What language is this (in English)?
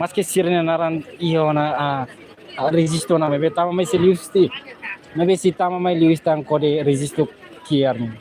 Tetum